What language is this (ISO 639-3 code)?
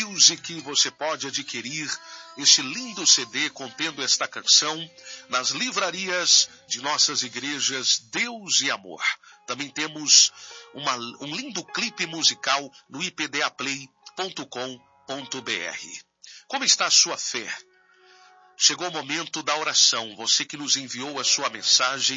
por